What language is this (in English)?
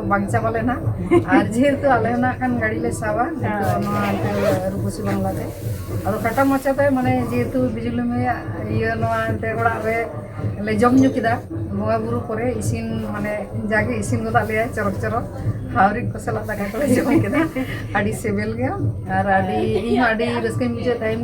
Santali